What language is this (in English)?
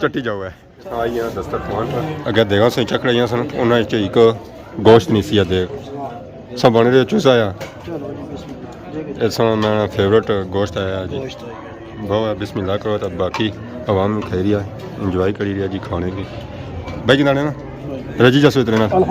Pahari-Potwari